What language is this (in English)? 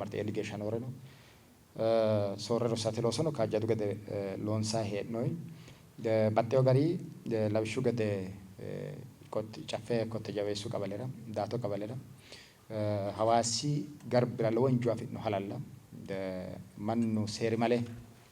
Sidamo